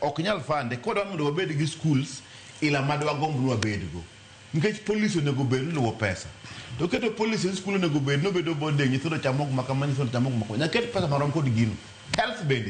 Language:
Luo (Kenya and Tanzania)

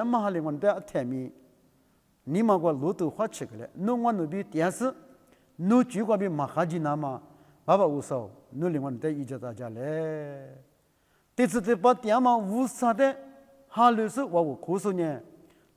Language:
Lisu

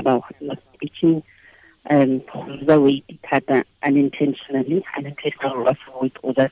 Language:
Tswana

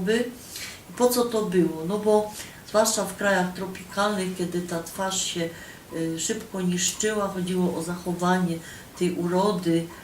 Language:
Silesian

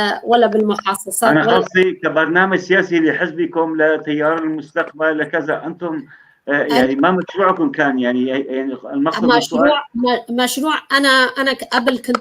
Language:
North Levantine Arabic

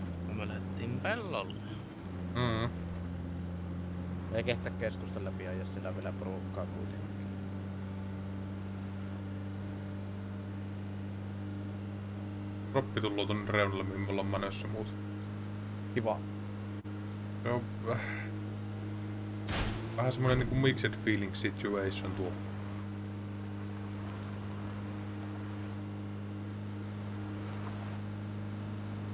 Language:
Finnish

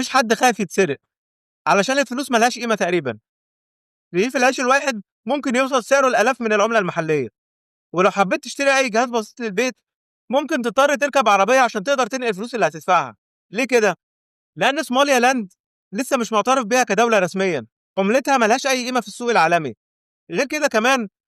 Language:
Egyptian Arabic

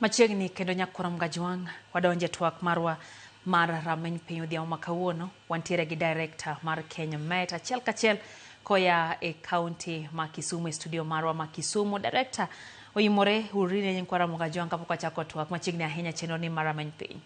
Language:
Luo (Kenya and Tanzania)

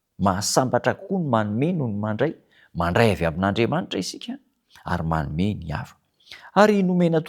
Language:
Malagasy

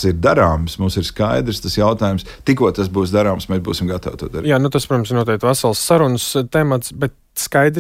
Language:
Latvian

